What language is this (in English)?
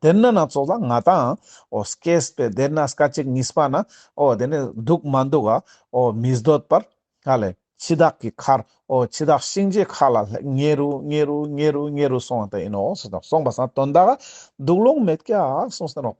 Ladakhi